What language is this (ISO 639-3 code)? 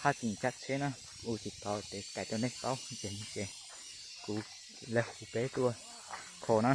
hmn